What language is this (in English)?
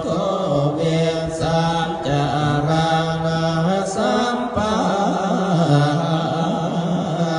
Pali